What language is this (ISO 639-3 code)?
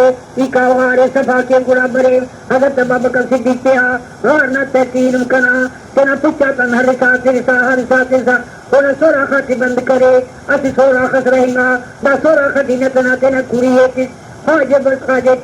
brh